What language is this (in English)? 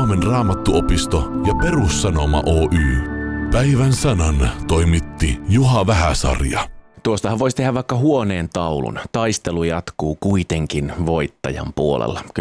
Finnish